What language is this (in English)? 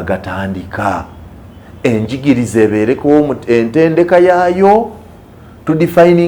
Ganda